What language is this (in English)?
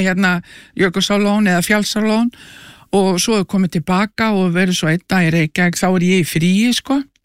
Icelandic